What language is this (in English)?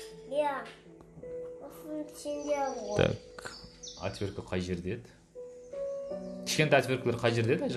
Kazakh